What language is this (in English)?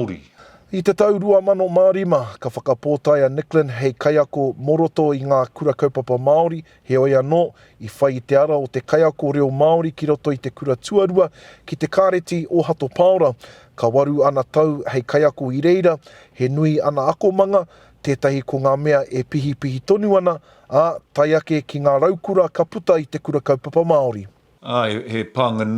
Māori